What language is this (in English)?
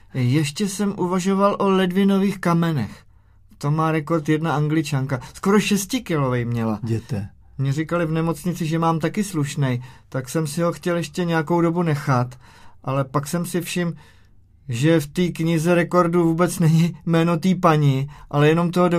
Czech